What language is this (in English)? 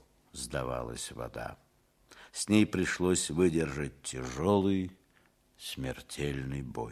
Russian